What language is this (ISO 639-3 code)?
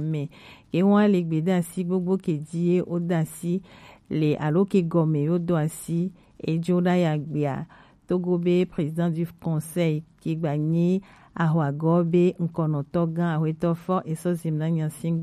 gej